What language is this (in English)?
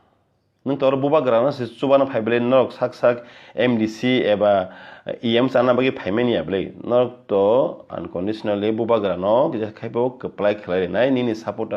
Kok Borok